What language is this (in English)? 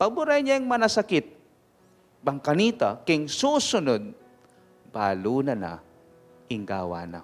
Pampanga